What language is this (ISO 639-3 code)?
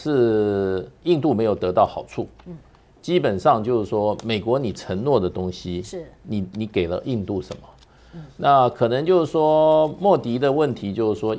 zho